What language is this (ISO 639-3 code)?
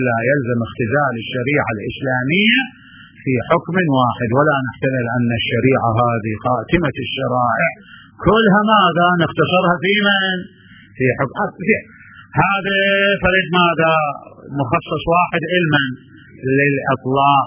acm